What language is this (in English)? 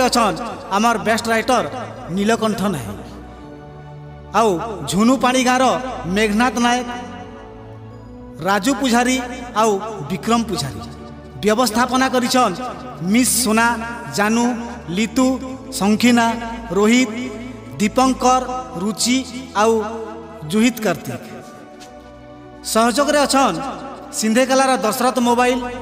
Sambalpuri